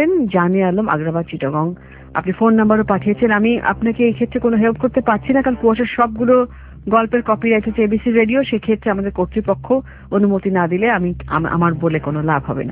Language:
Bangla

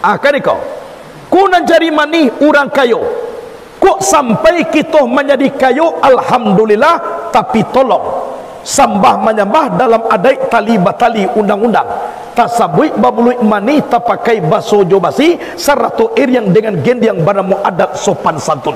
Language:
Minangkabau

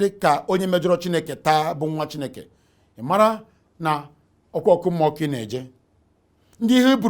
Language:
Igbo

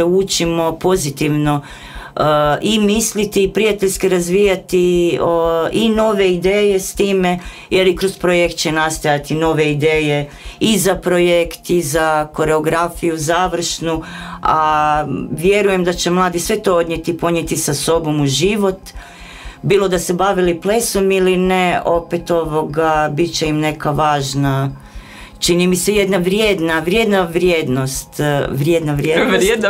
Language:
Croatian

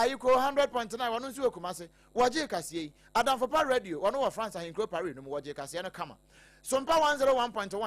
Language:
Akan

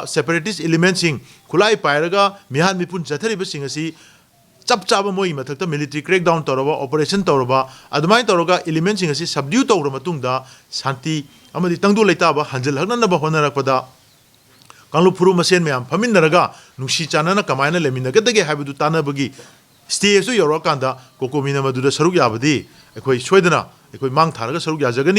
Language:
Manipuri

